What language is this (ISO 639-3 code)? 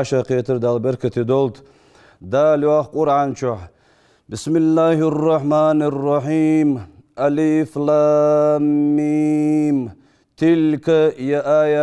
inh